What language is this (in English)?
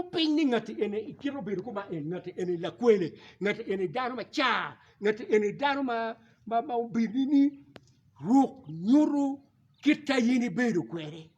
Acoli